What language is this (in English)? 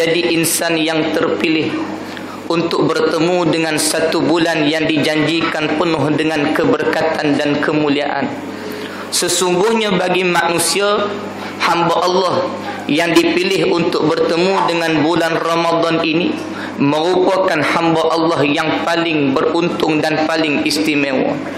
Malay